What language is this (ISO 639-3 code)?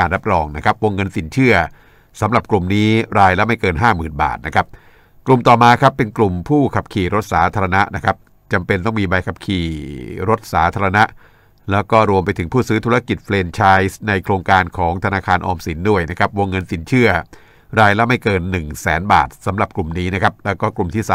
tha